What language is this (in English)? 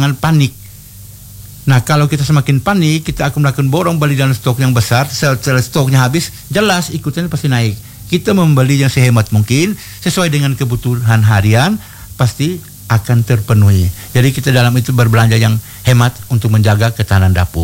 Indonesian